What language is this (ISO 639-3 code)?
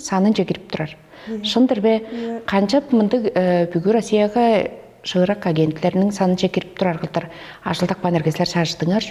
tyv